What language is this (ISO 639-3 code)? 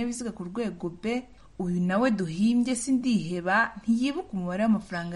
kin